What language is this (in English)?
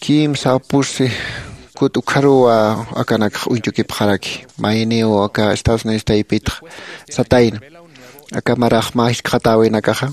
Aymara